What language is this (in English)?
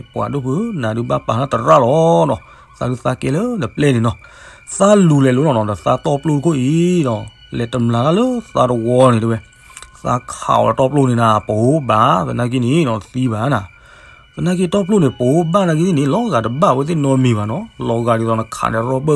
S'gaw Karen